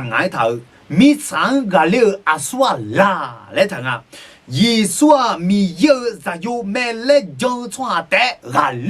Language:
Akha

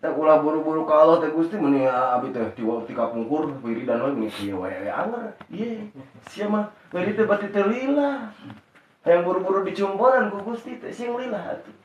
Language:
Sundanese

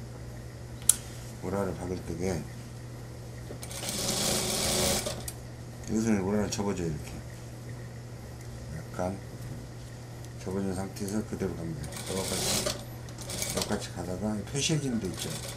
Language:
Korean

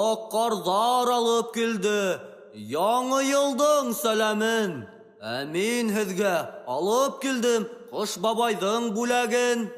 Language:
Bashkir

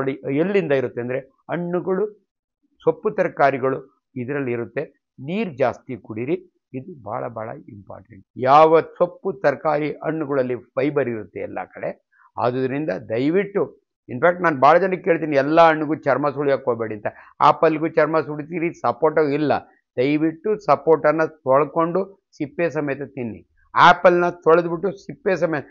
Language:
Kannada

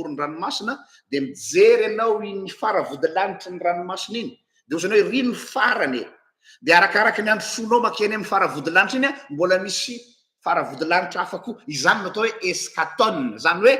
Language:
Malagasy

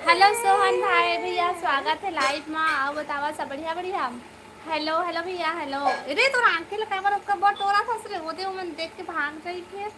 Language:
Chhattisgarhi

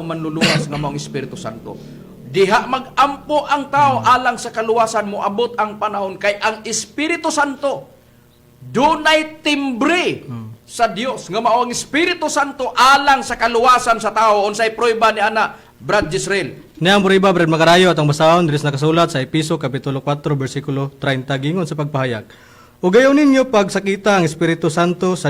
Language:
Cebuano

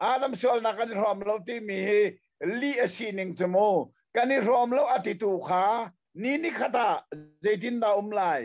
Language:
Hakha Chin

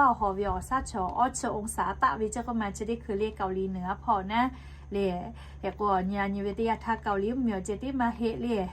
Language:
Lahu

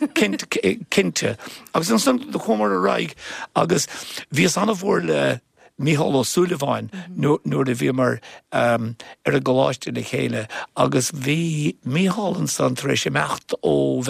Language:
Irish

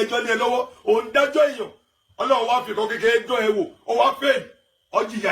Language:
Yoruba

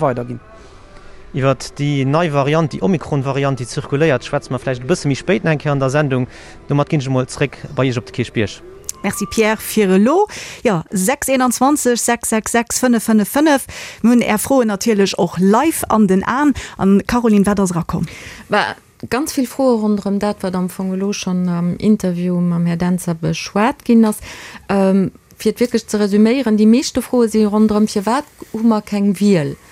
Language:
Luxembourgish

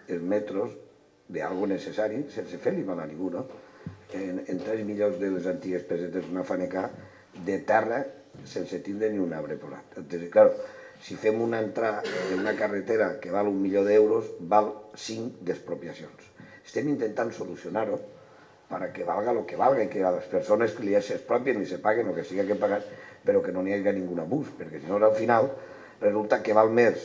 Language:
Catalan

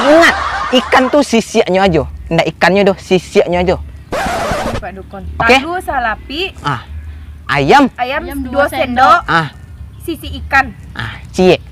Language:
Minangkabau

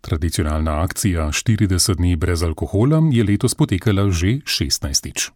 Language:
Slovenian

